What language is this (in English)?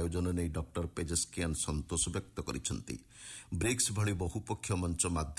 Odia